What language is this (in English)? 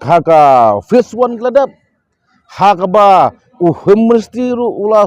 Khasi